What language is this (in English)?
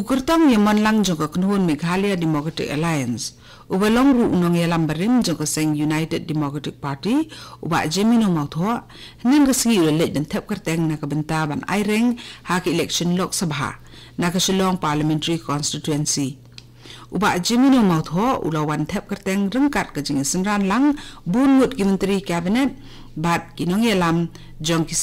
Khasi